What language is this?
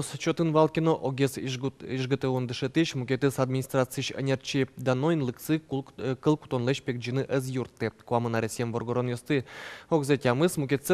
Udmurt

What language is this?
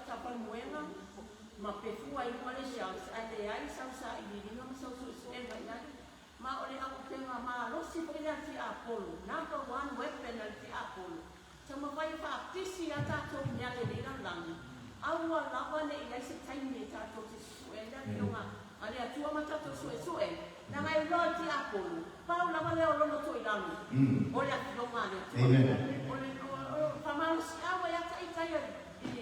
Samoan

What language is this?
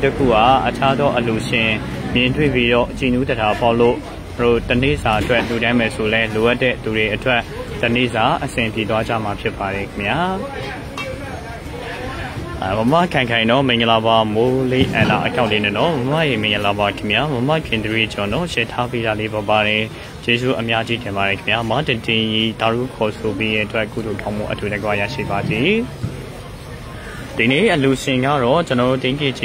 Burmese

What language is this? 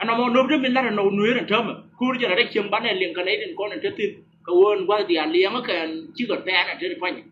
Nuer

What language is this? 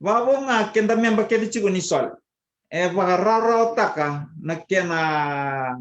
Fijian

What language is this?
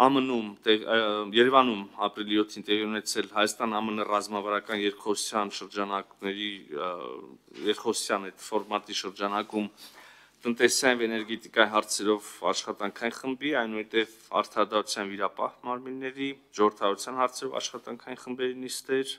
Armenian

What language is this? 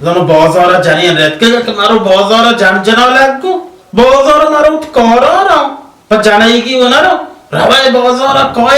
Baluchi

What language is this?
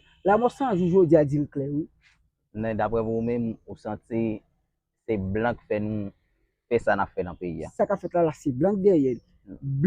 Haitian Creole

